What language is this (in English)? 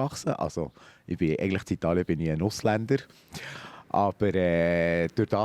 Swiss German